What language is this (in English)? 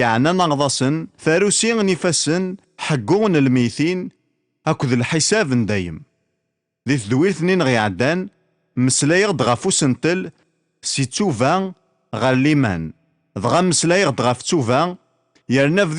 Kabyle